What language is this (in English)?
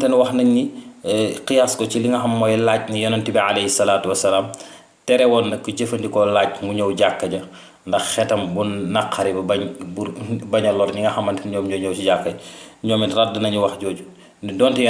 Wolof